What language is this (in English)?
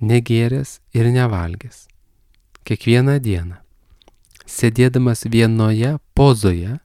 Lithuanian